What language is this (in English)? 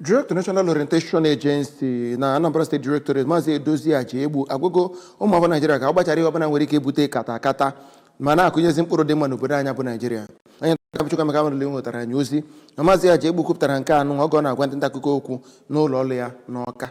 Igbo